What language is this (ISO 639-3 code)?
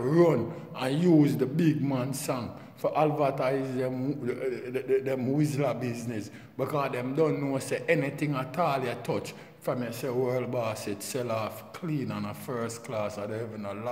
jam